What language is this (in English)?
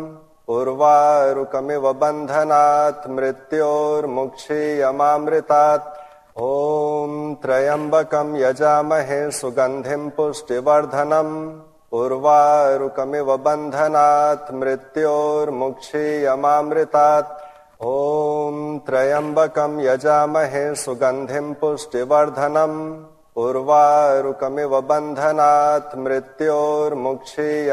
Sanskrit